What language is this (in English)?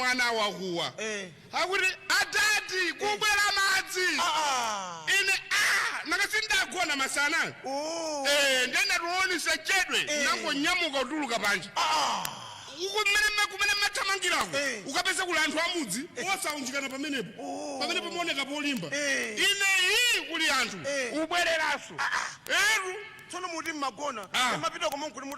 Nyanja